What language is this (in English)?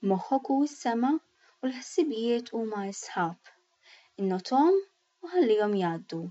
Maltese